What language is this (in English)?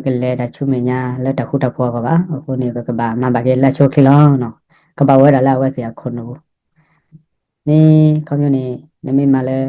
S'gaw Karen